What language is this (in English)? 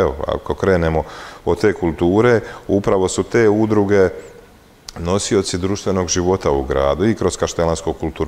Croatian